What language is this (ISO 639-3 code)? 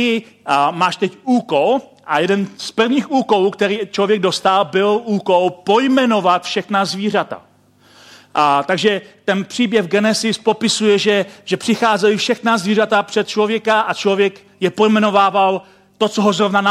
ces